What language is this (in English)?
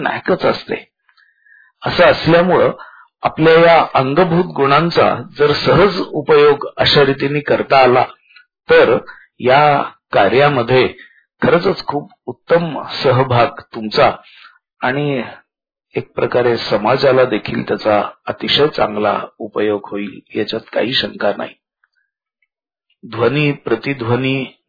Marathi